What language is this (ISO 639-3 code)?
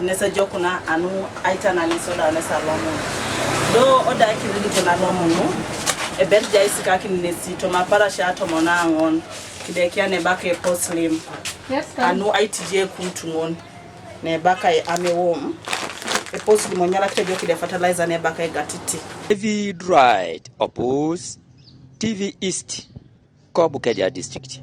teo